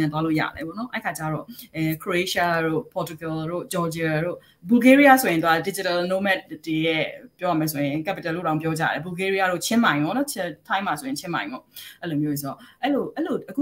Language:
Burmese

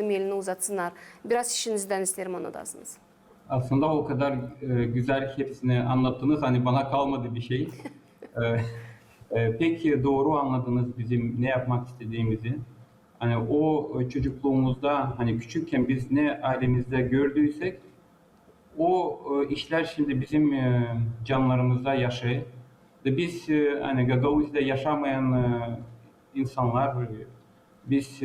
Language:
Gagauz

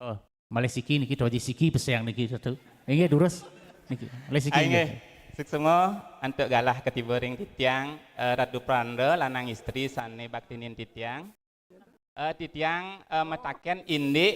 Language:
Balinese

